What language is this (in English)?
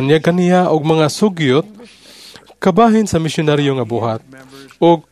Cebuano